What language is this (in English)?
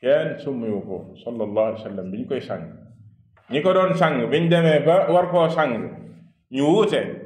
Wolof